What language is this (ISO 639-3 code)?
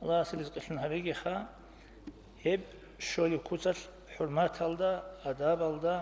ava